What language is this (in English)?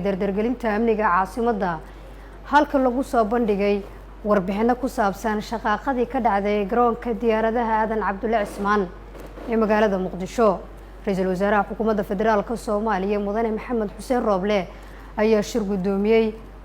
Somali